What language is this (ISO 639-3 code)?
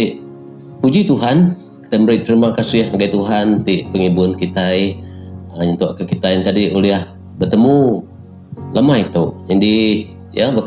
iba